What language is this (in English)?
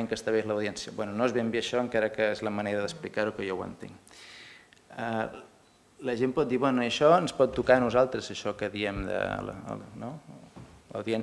Catalan